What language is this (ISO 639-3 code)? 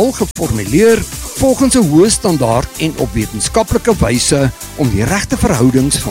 afr